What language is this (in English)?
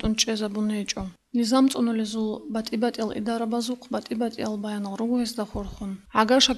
Avaric